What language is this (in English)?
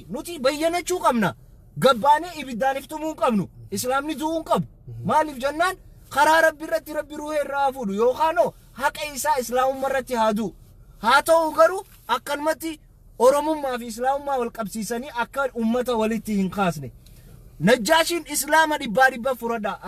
Oromo